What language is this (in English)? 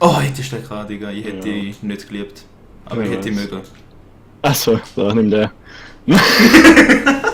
Swiss German